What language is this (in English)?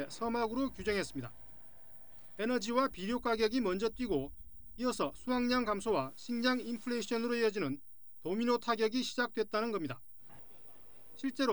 Korean